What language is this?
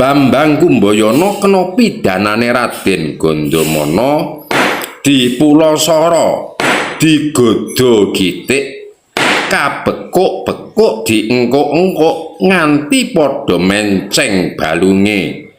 Javanese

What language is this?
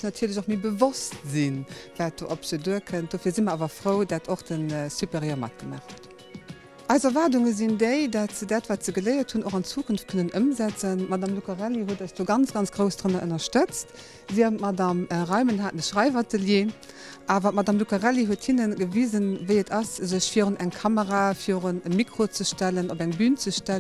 Luxembourgish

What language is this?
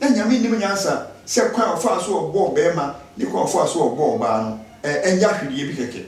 Akan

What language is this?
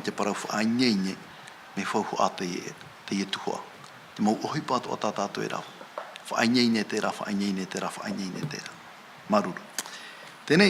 Tahitian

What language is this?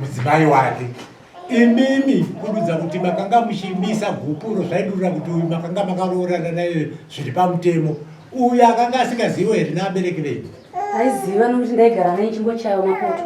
Shona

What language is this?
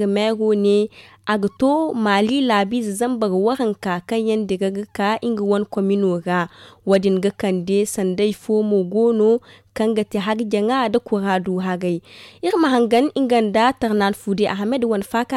Zarma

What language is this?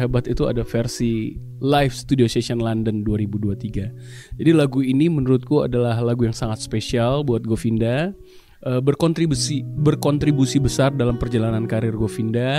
Indonesian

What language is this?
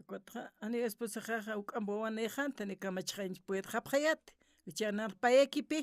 Aymara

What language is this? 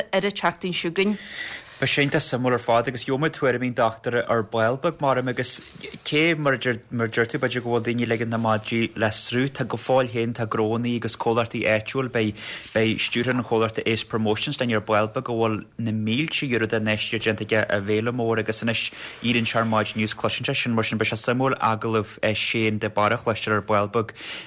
Irish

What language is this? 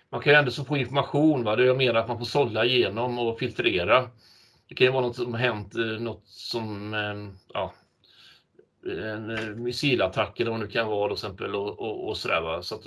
Swedish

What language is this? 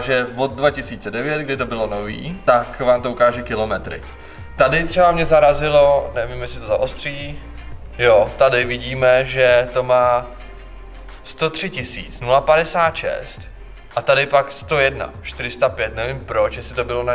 Czech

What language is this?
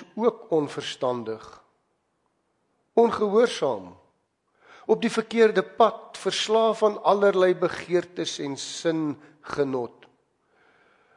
Afrikaans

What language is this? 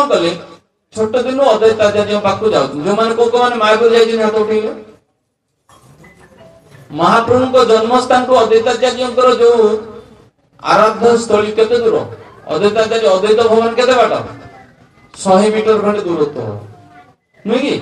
Odia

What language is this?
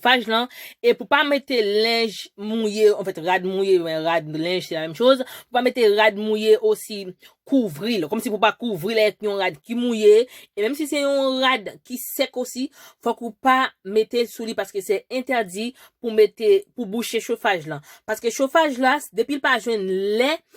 Haitian Creole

